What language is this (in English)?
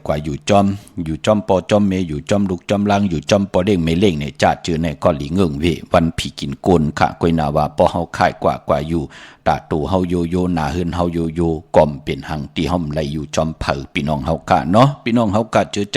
Shan